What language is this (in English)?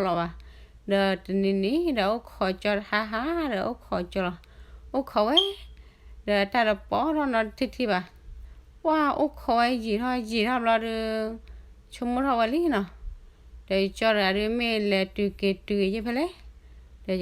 S'gaw Karen